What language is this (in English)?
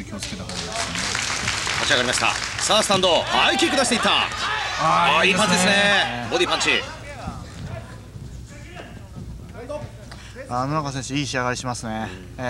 Japanese